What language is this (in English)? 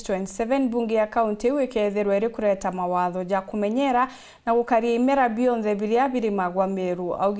Meru